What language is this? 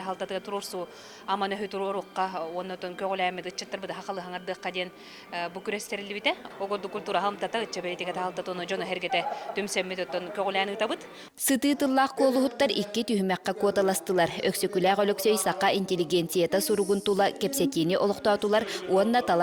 Yakut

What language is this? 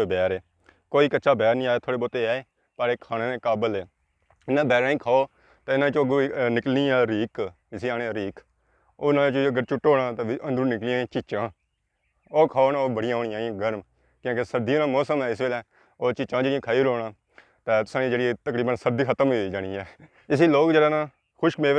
Pahari-Potwari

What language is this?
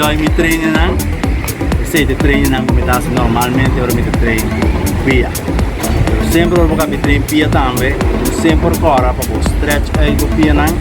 Papiamento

